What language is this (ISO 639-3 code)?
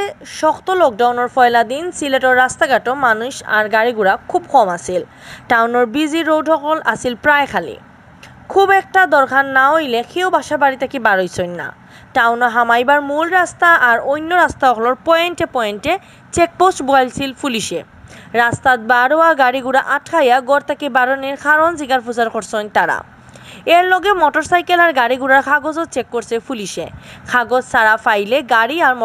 syl